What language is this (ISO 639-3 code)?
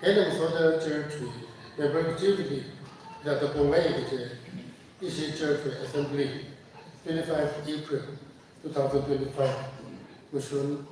nmf